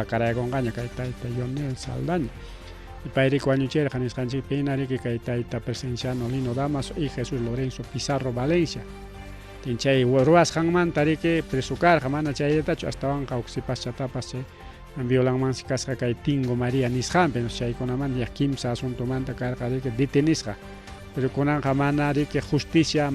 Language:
Ayacucho Quechua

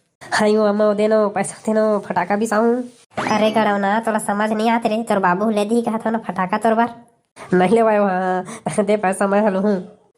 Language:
Chhattisgarhi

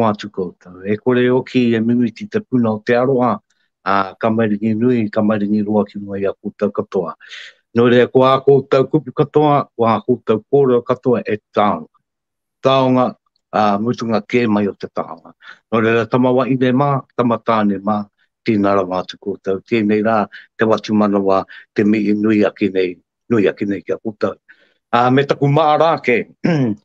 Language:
Māori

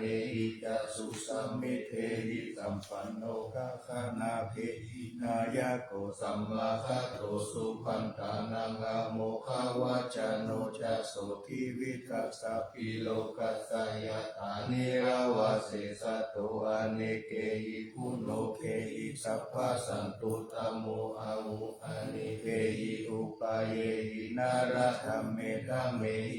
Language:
Pali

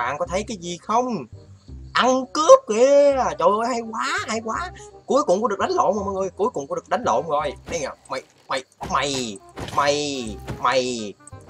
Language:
Vietnamese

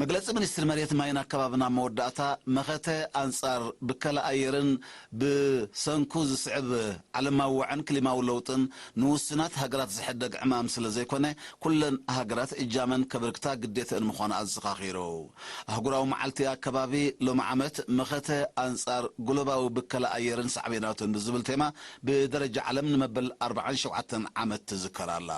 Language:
Tigrinya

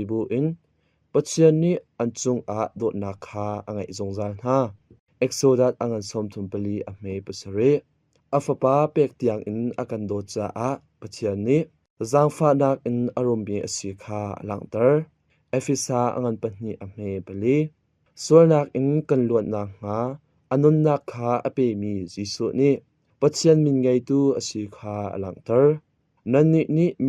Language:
Hakha Chin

